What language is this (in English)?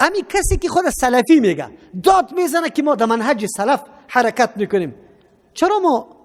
Persian